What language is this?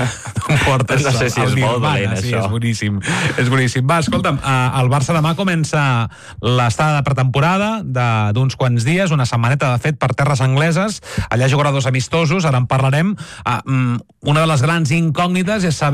Catalan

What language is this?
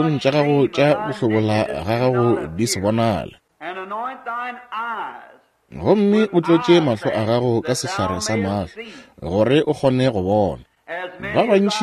Northern Sotho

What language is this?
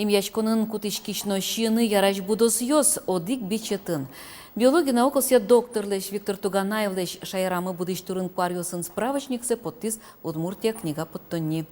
Udmurt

